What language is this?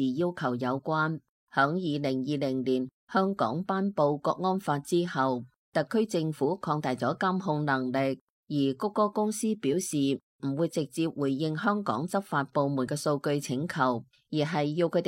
Cantonese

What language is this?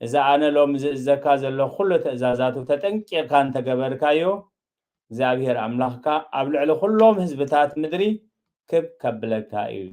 Tigrinya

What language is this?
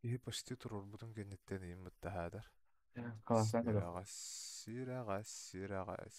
Yakut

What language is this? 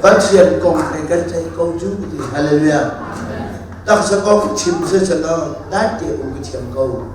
Hakha Chin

